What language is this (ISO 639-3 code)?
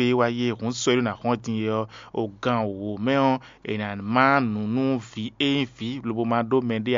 fon